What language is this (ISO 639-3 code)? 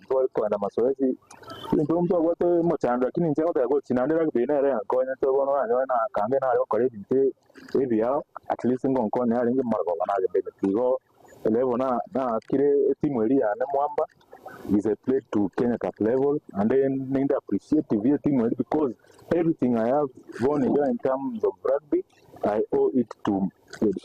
guz